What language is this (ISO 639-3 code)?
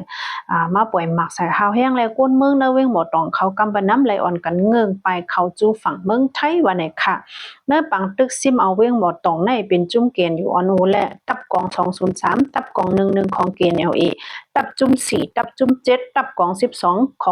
shn